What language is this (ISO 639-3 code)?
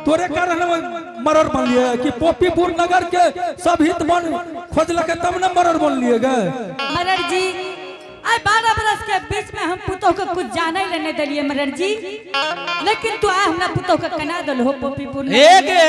anp